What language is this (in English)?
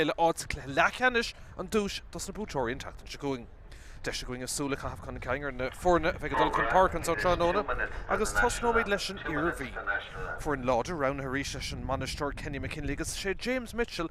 Irish